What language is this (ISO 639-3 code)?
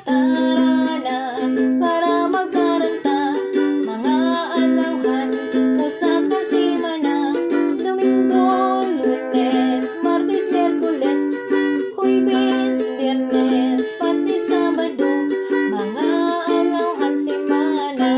war